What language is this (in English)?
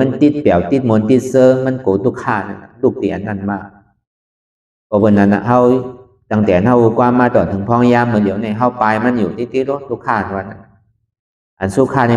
Shan